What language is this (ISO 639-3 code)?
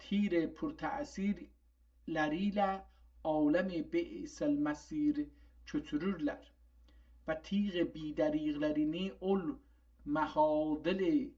azb